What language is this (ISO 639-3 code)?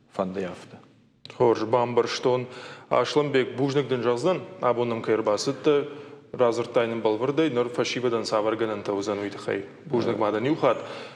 oss